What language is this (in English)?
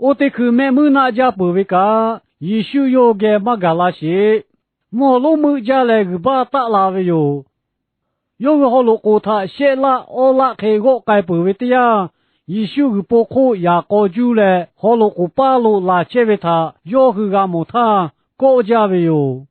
Lahu